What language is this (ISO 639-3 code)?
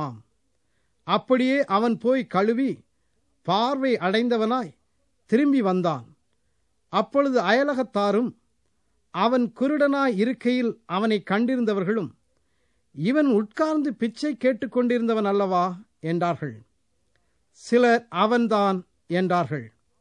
tam